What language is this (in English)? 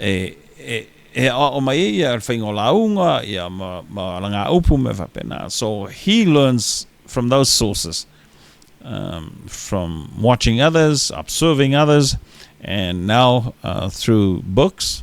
Samoan